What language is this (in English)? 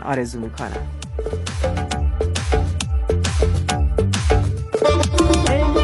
Persian